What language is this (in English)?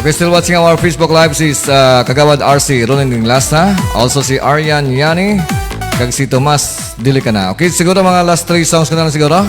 Hiligaynon